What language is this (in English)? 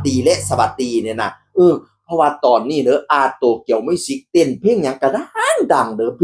Northeastern Thai